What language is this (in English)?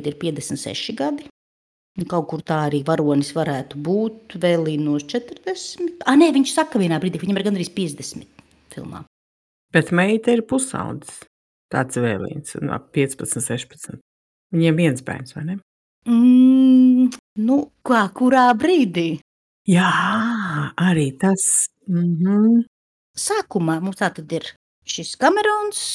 Latvian